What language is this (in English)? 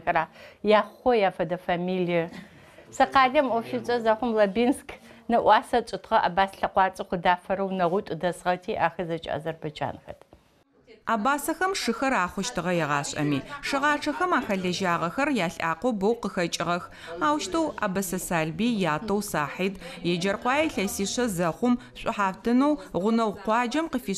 Adyghe